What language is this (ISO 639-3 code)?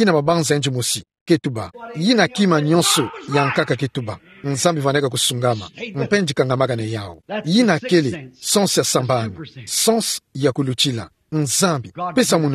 ktu